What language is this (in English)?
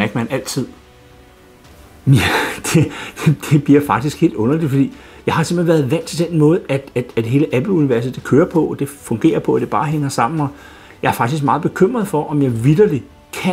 Danish